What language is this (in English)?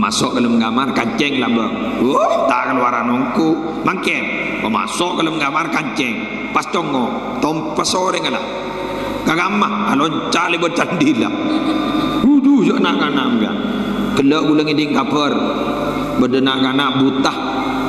Madurese